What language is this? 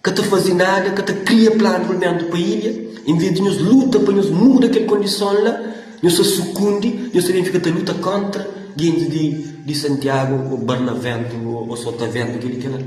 Kabuverdianu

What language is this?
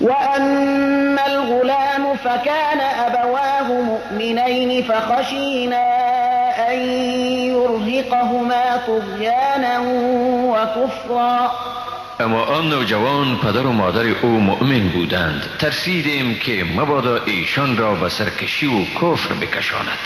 Persian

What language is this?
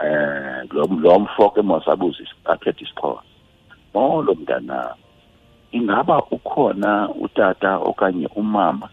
Xhosa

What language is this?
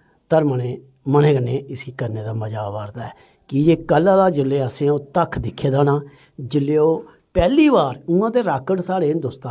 Dogri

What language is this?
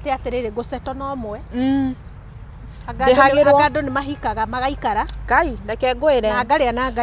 Kikuyu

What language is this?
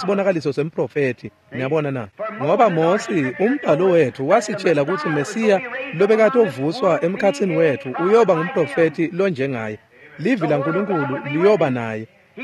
Swati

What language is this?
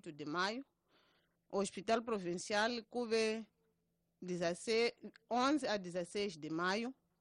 Tsonga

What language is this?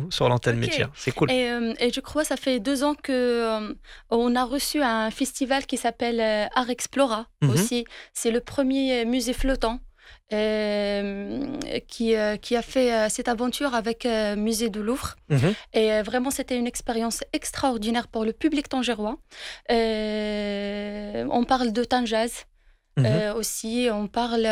French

